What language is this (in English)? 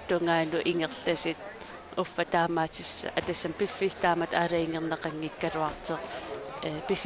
Kalaallisut